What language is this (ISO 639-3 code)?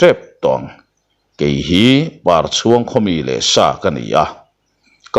lus